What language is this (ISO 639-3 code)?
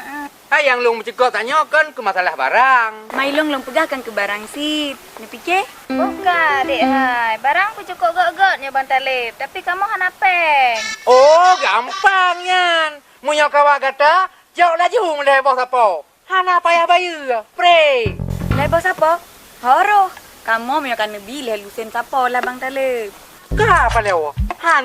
ace